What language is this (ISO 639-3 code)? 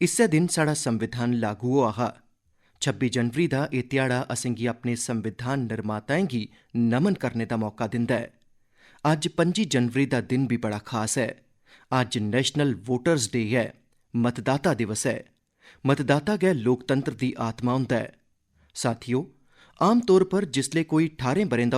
doi